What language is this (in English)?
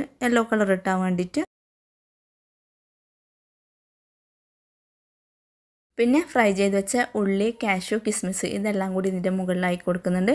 Malayalam